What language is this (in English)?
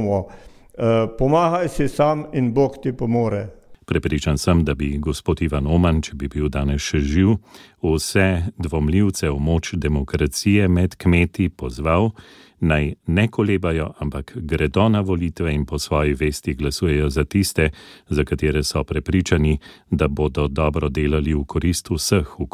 Slovenian